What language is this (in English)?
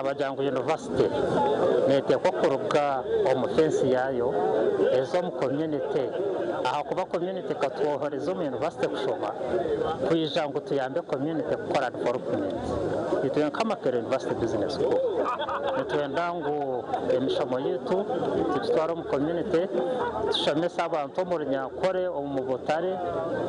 Nyankole